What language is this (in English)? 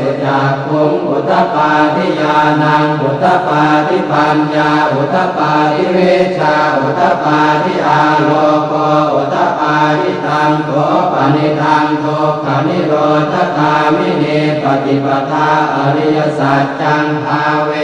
Pali